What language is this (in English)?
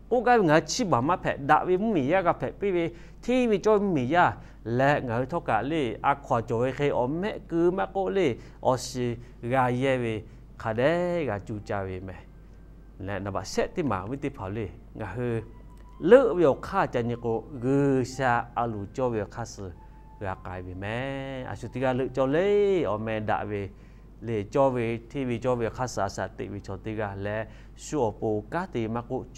Lahu